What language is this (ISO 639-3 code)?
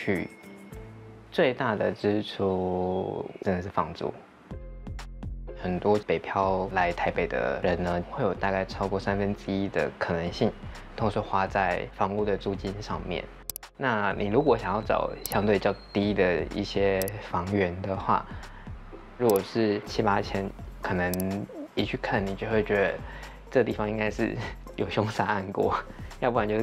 zho